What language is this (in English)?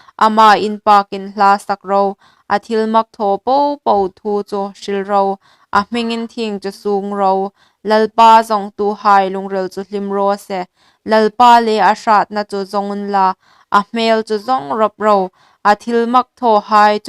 Hmar